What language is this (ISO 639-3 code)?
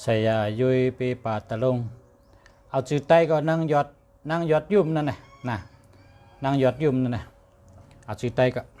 shn